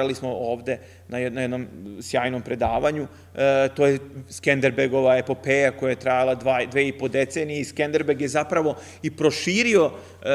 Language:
Serbian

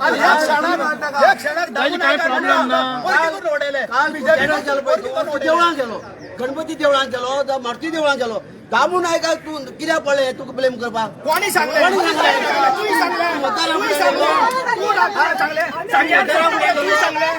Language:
Konkani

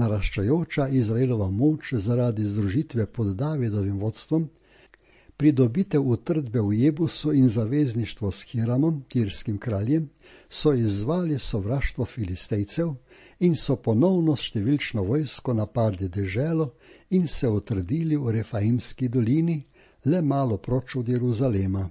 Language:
Slovenian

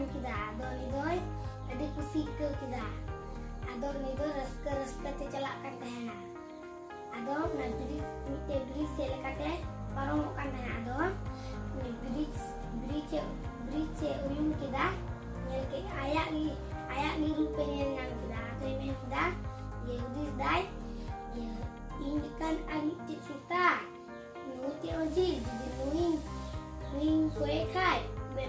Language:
Santali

